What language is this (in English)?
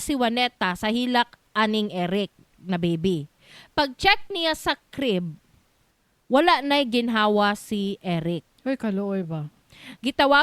Cebuano